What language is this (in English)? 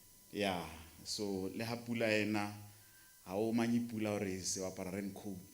Tswana